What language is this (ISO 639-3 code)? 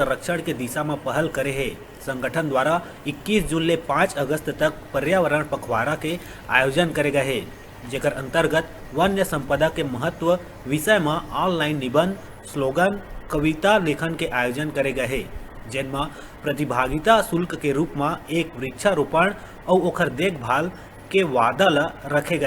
hne